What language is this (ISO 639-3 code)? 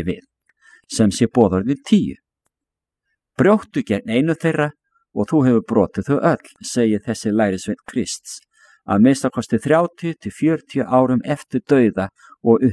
isl